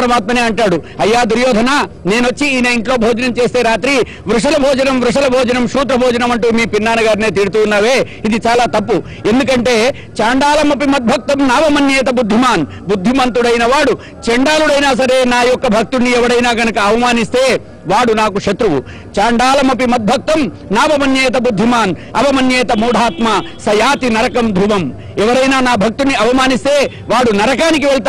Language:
Telugu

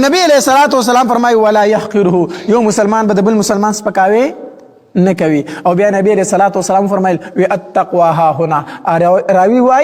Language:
Pashto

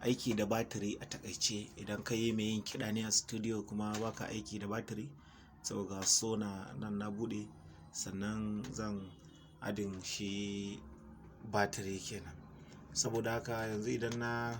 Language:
Hausa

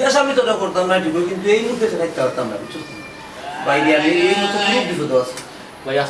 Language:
Sylheti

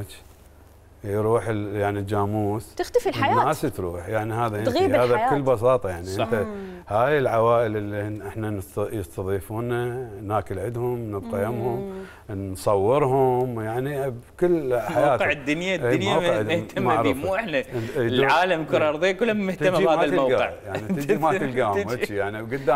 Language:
Mesopotamian Arabic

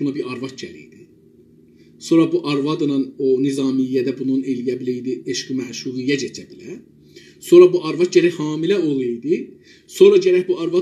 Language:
South Azerbaijani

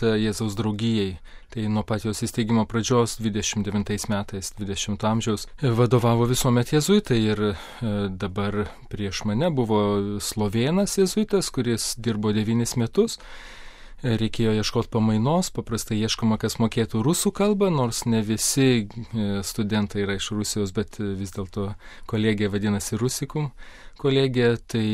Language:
Lithuanian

